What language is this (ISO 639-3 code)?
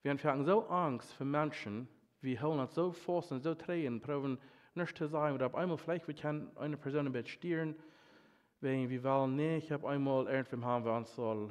pdt